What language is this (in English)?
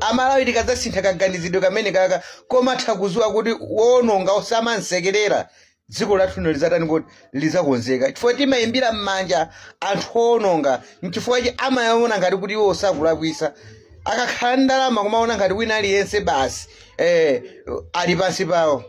Nyanja